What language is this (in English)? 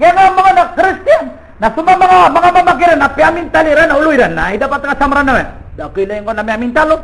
Maranao